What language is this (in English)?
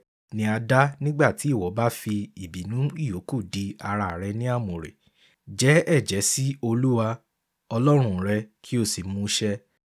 Yoruba